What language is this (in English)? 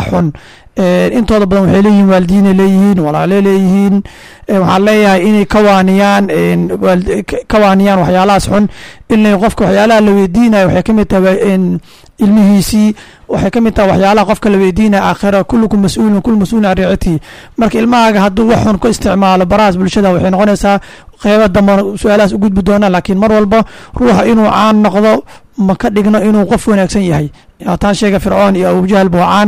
Somali